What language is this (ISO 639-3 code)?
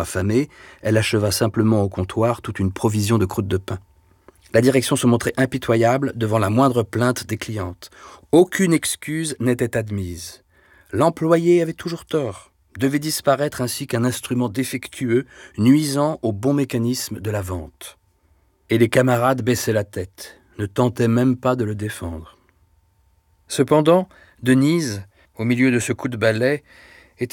fra